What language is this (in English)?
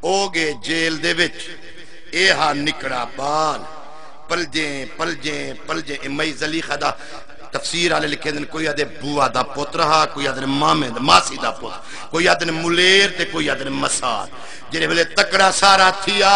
Saraiki